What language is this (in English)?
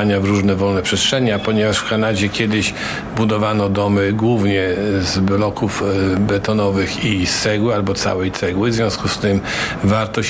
Polish